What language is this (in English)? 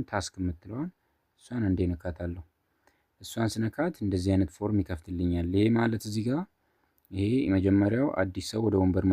Amharic